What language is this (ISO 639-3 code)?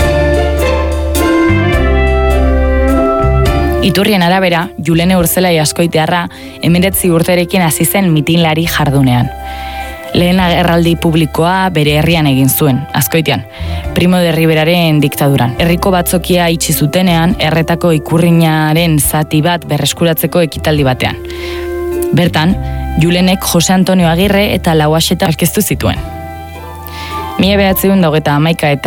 eus